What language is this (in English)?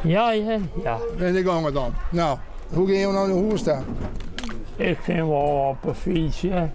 Western Frisian